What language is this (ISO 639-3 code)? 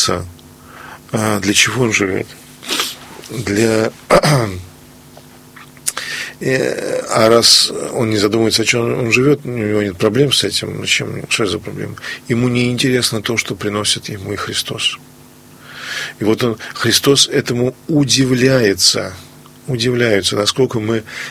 rus